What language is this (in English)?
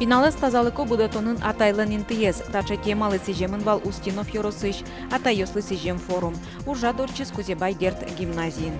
Udmurt